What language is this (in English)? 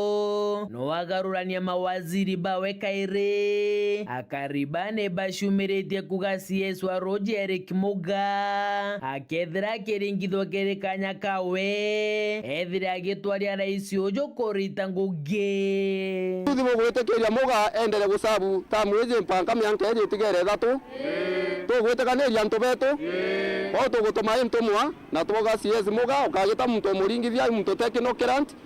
Meru